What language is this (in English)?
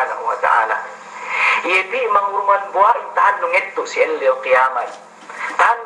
Yakan